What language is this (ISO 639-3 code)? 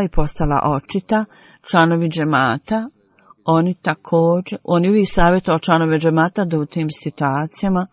bos